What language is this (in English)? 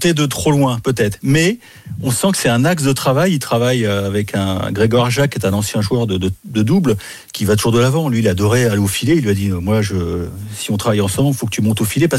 French